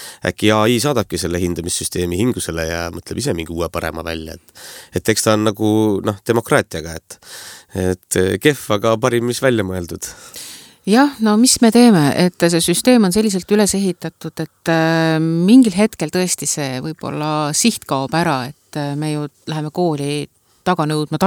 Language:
Estonian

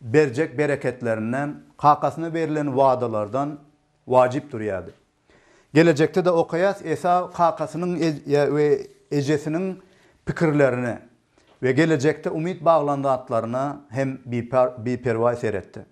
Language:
Turkmen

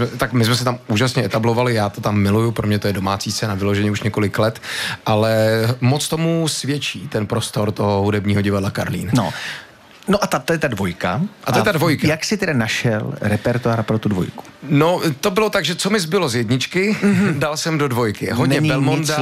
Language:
Czech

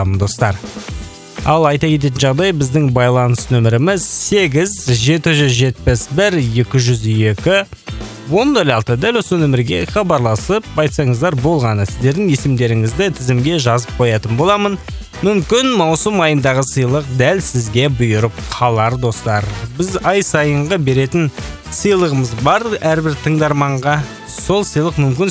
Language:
Kazakh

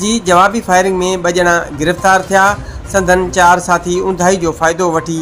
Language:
Sindhi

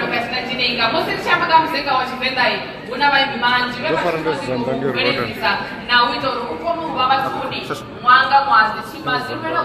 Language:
Venda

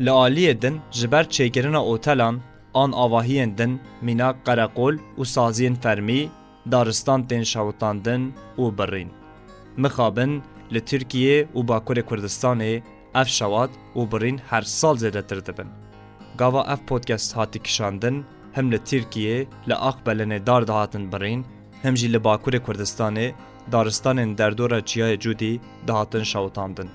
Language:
Kurdish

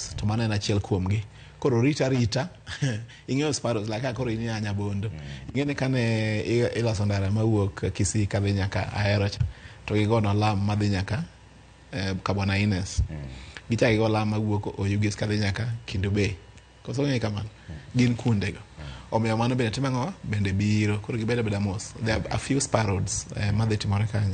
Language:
Luo (Kenya and Tanzania)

